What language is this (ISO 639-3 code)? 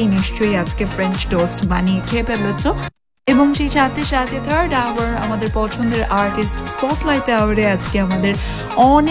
ben